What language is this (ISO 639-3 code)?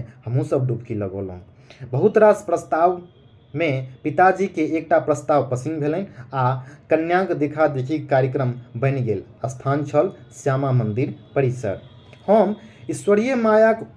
mai